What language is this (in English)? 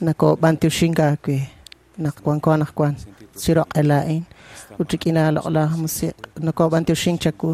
Kekchí